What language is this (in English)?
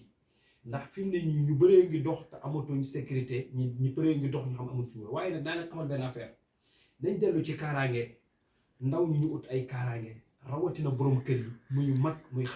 Wolof